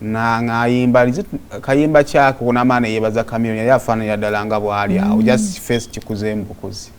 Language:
Ganda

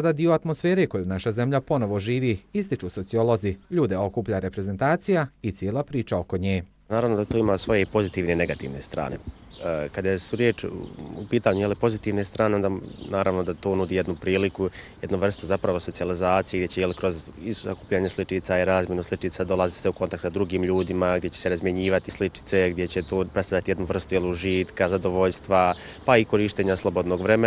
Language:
Bosnian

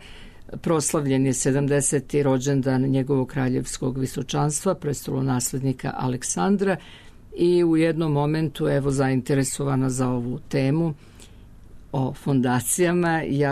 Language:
Serbian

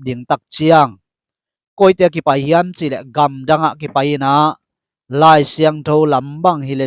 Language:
Tedim Chin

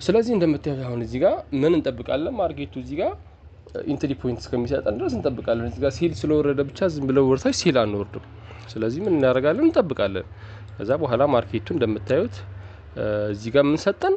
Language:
Amharic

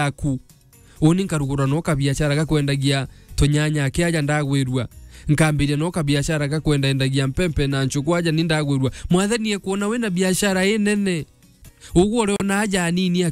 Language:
Meru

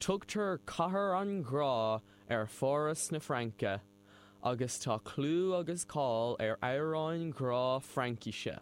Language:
Irish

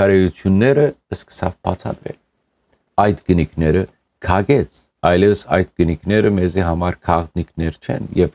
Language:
Western Armenian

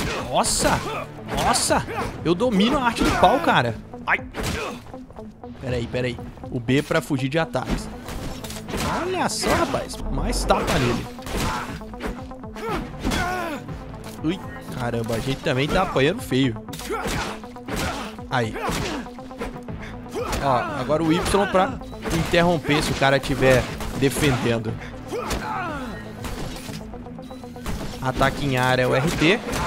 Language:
Portuguese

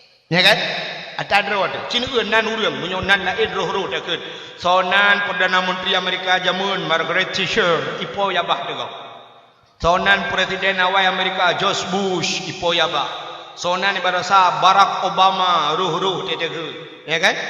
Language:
Achinese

